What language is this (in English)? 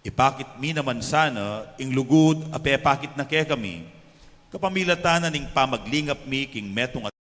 Pampanga